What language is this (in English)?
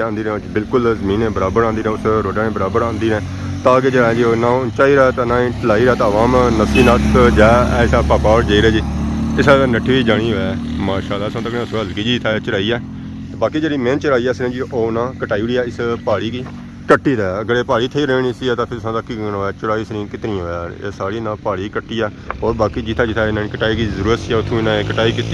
Pahari-Potwari